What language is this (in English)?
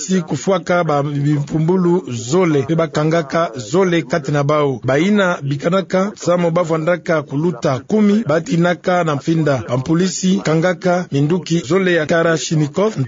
Kituba (Democratic Republic of Congo)